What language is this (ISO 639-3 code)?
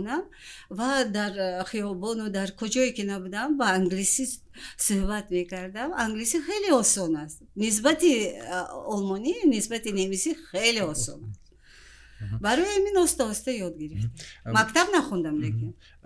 tgk